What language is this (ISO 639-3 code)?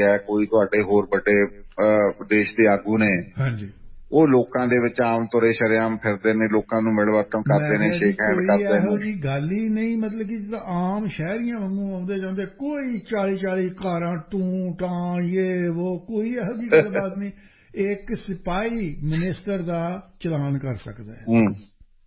pan